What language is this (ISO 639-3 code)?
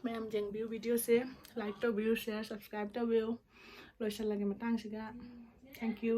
mni